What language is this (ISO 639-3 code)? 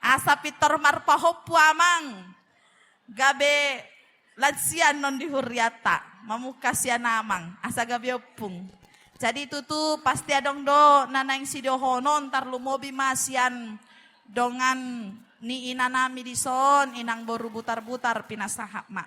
bbc